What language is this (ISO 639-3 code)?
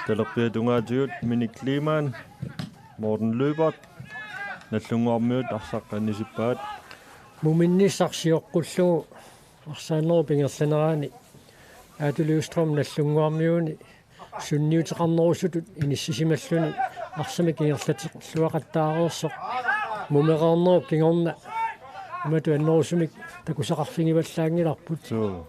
kal